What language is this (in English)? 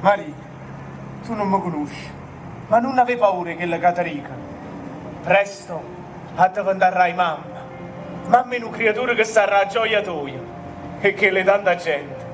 Neapolitan